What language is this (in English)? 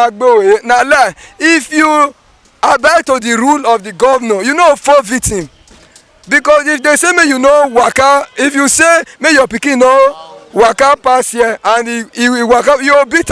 Nigerian Pidgin